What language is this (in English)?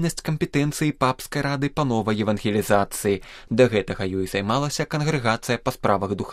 Belarusian